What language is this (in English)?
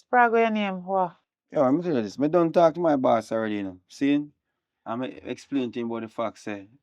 Jamaican Creole English